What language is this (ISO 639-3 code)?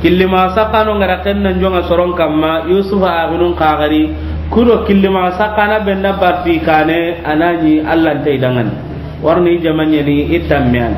snk